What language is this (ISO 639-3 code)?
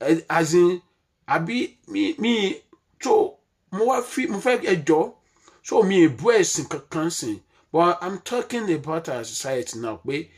yor